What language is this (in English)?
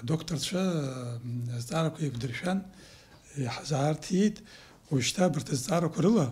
Abkhazian